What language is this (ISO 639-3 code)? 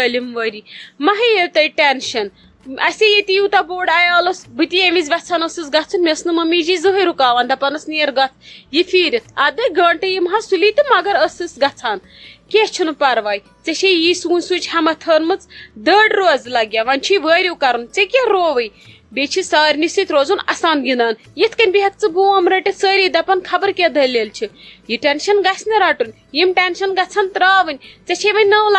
kas